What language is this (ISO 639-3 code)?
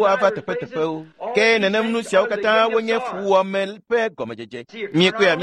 ewe